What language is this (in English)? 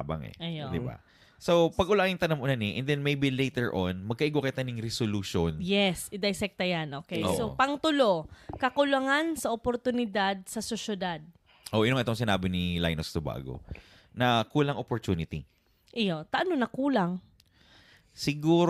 Bikol